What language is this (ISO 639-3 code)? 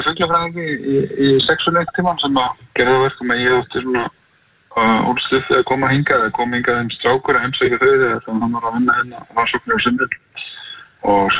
isl